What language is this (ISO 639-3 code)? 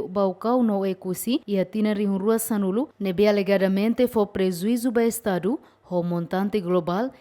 tet